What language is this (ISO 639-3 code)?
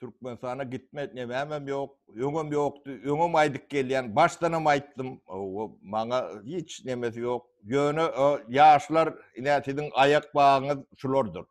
tuk